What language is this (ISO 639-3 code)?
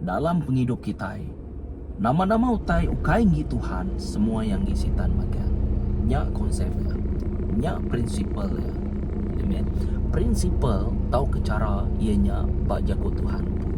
iba